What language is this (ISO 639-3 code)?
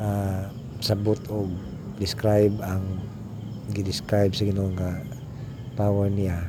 ceb